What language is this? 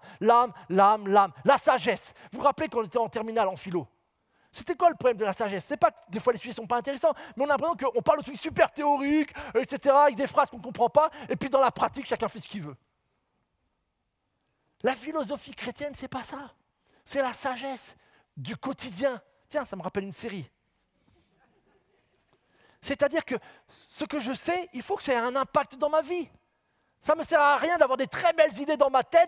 French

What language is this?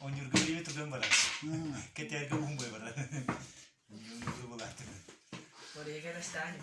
Yakut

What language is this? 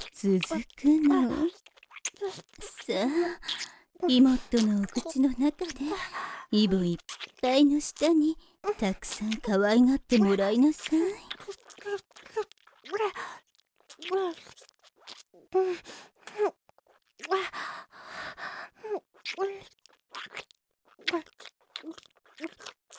Japanese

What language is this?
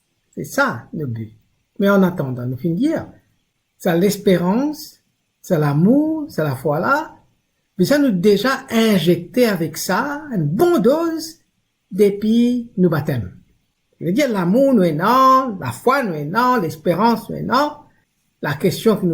Morisyen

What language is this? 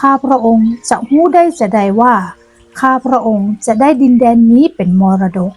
Northern Thai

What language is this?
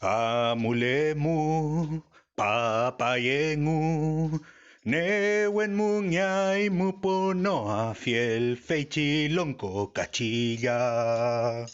Mapuche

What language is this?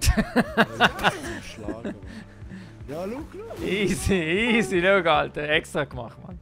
Swiss German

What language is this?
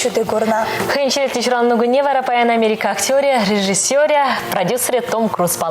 Chuvash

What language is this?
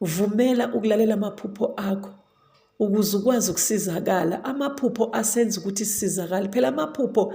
Zulu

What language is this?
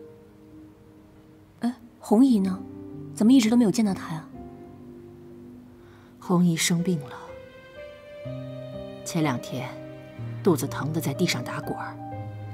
Chinese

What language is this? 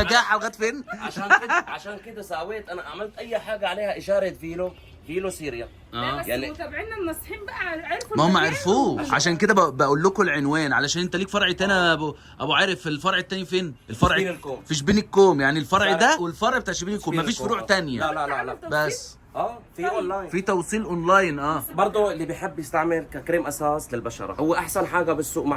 Egyptian Arabic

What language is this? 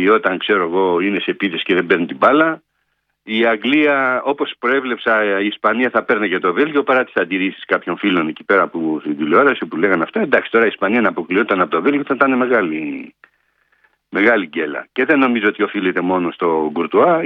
Greek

